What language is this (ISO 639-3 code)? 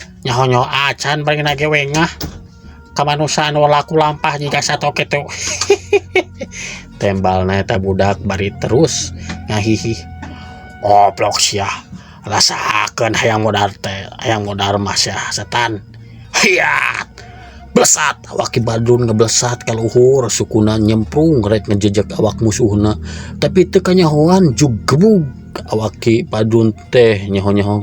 sun